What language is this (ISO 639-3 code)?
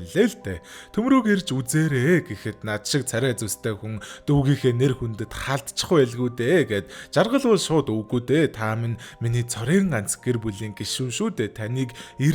mon